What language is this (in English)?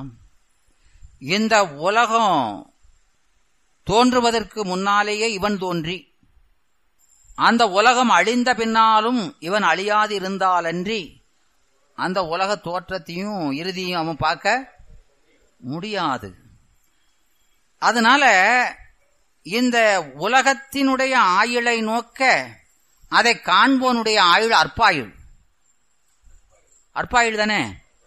Tamil